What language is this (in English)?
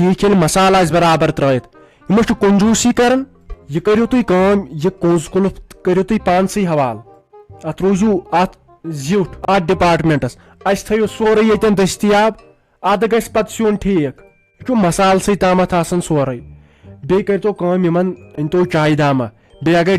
Kashmiri